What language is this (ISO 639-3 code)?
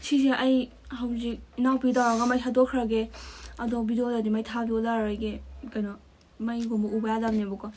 mni